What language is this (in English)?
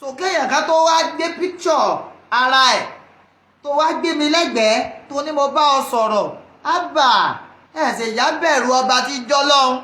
Yoruba